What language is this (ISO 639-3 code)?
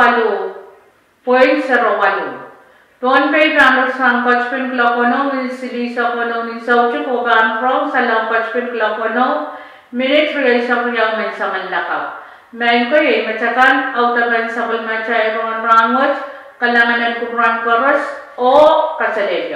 pon